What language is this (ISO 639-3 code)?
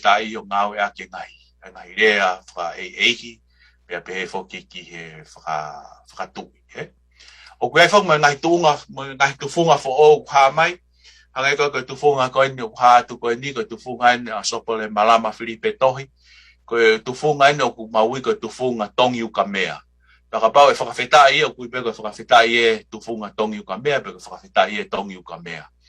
ton